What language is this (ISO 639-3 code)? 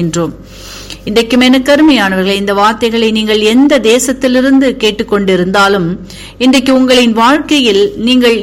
tam